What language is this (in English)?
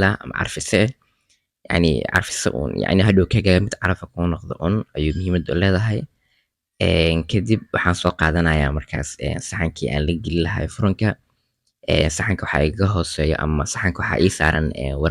Somali